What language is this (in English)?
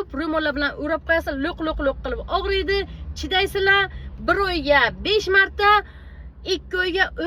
Uzbek